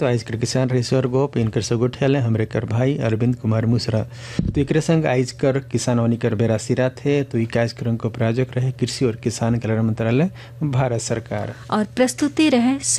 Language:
Sadri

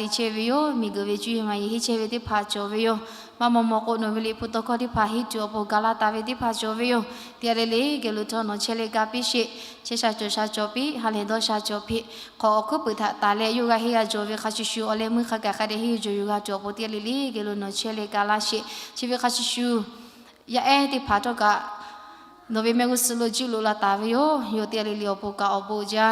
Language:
Lahu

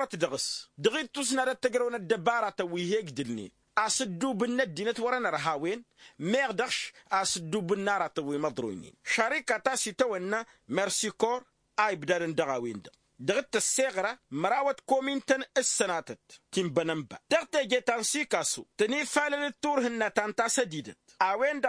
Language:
Tamasheq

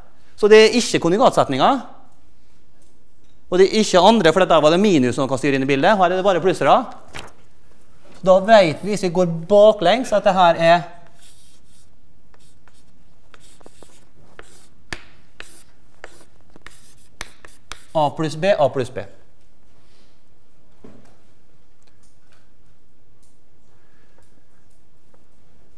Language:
Norwegian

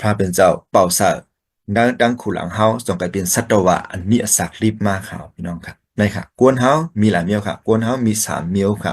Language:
Shan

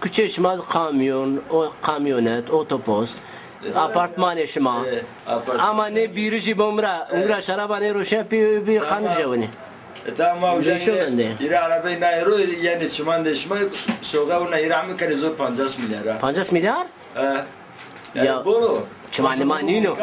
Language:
Zaza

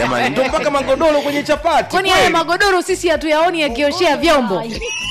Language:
Swahili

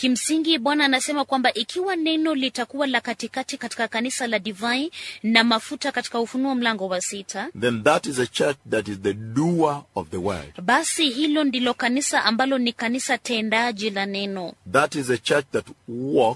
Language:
Swahili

